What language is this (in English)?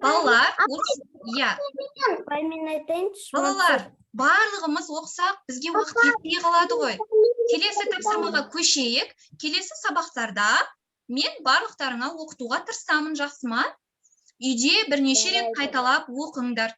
Kazakh